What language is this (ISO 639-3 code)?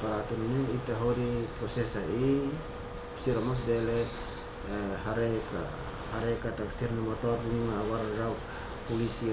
tet